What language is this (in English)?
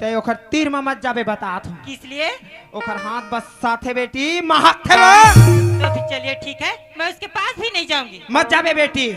Chhattisgarhi